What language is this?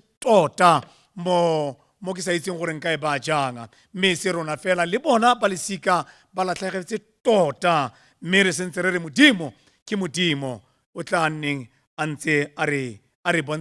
Tswana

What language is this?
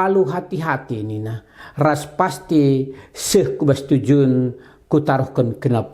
Batak Karo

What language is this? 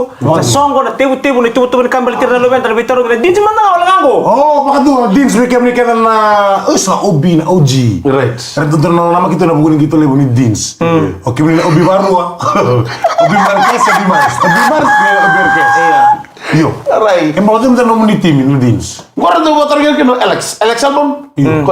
Fijian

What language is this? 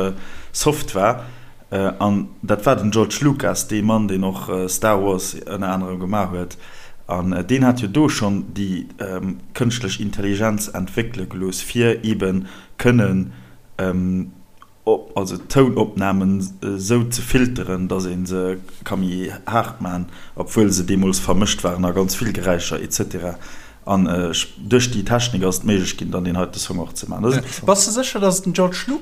Luxembourgish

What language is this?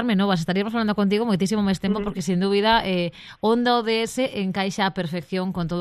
Galician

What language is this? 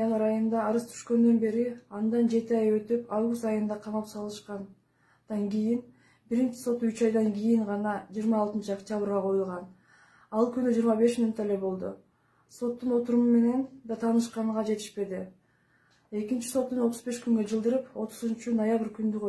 Kyrgyz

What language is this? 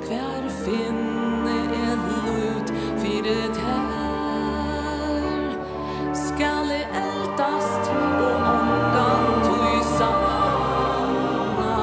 Faroese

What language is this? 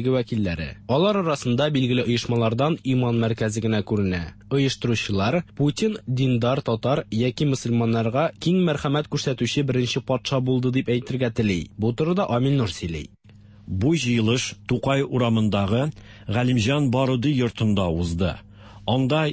Tatar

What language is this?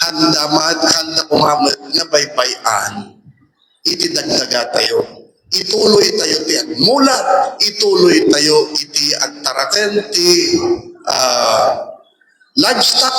Iloko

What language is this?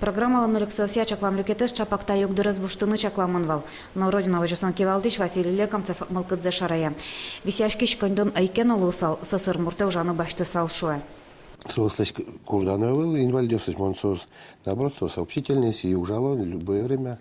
Udmurt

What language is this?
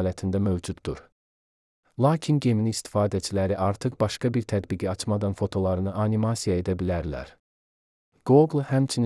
Azerbaijani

